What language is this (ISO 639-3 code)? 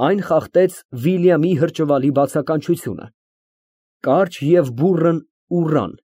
hye